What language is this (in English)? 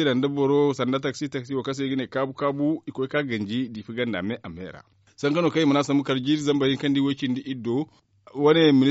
Zarma